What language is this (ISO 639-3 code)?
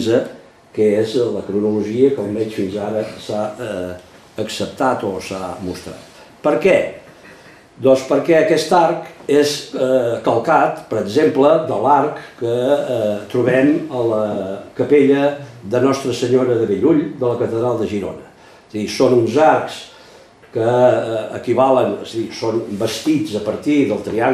cat